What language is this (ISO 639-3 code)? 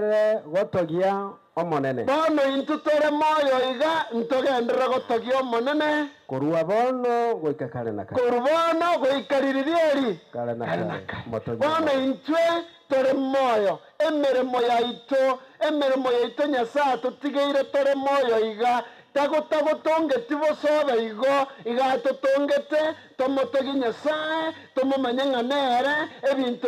guz